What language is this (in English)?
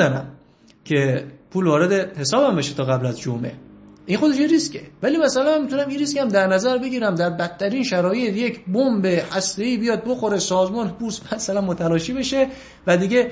Persian